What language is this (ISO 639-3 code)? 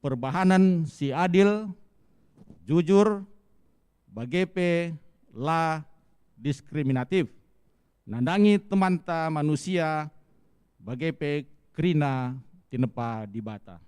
btx